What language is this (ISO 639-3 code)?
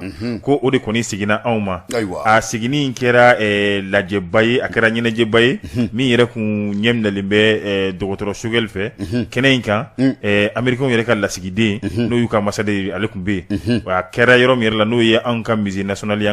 bam